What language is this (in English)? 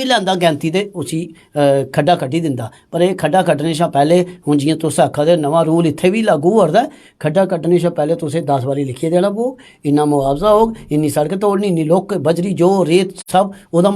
Dogri